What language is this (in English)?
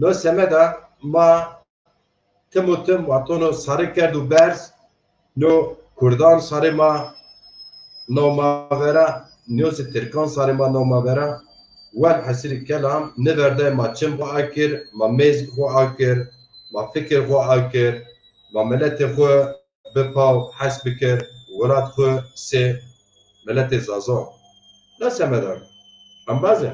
Zaza